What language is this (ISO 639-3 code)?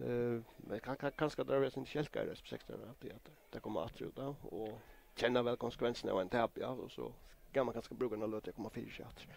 fao